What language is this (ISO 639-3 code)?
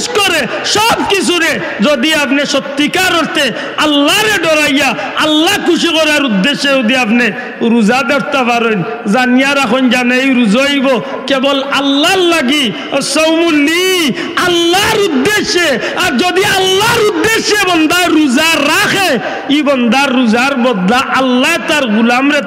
syl